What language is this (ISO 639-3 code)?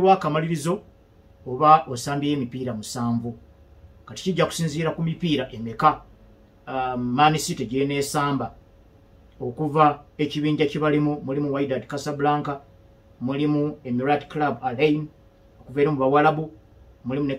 lug